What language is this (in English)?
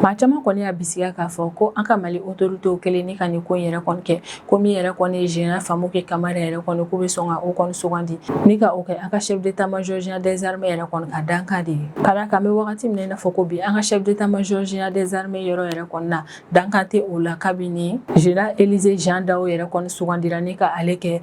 Bambara